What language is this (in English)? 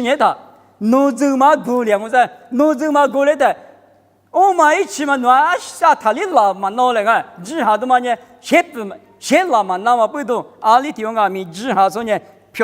Lisu